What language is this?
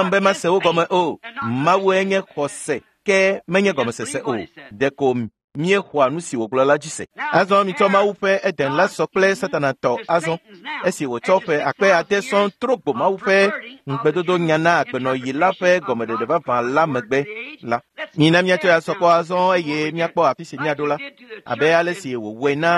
Ewe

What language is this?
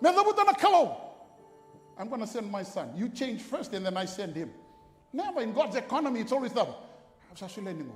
Fijian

